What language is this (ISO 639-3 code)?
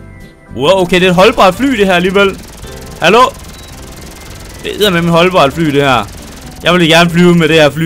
dan